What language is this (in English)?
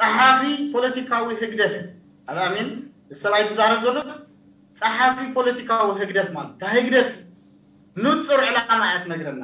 Tigrinya